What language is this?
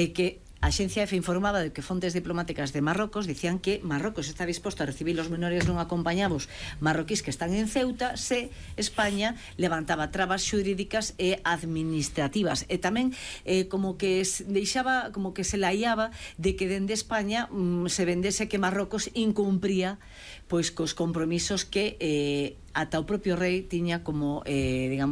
Galician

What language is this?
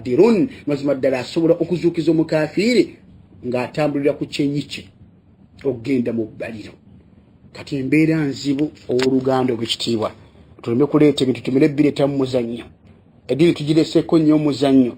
Ganda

